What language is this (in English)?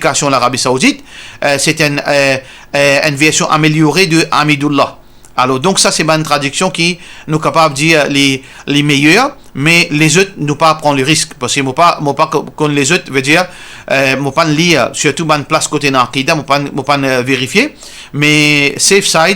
Morisyen